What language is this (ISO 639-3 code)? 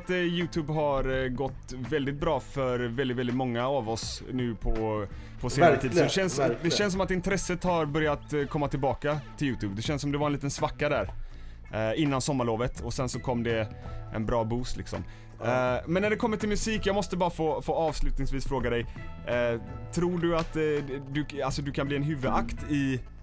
swe